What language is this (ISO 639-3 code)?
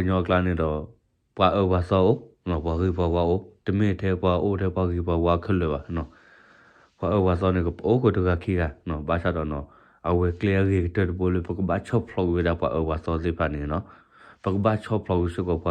ksw